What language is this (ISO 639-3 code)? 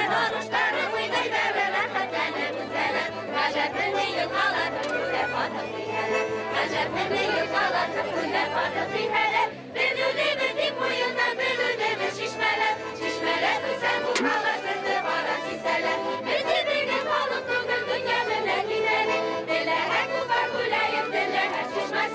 bak